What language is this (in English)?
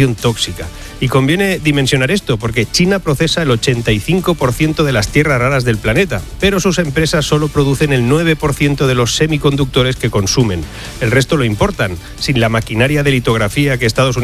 Spanish